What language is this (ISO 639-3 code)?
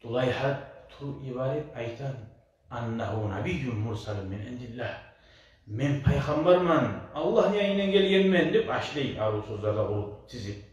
kum